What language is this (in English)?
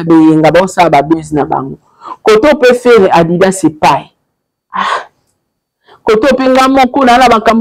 Lingala